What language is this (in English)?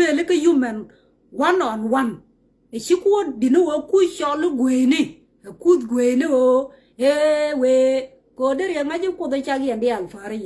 Nuer